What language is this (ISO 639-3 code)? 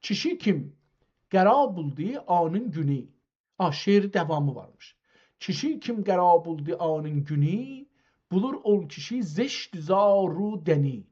azb